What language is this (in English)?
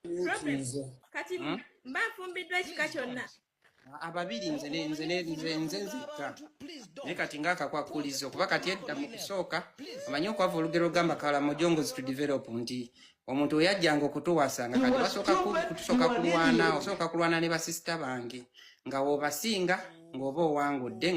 Ganda